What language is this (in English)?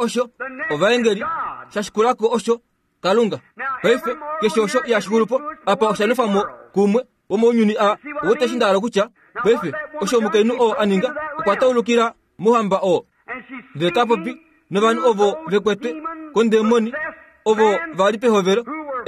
Kuanyama